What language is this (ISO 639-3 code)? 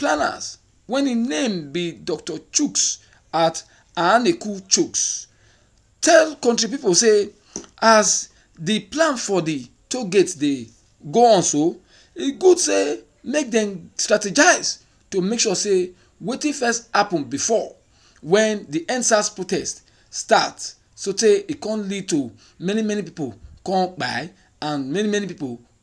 pcm